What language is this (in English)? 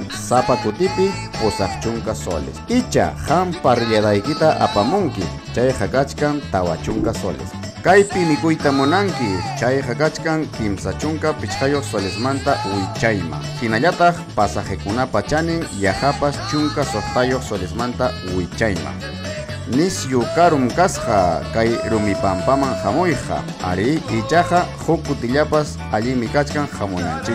Ayacucho Quechua